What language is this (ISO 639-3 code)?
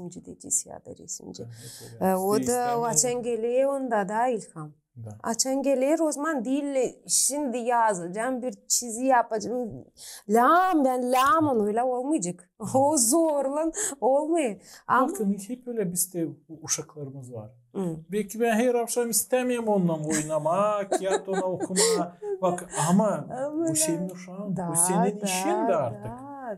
gag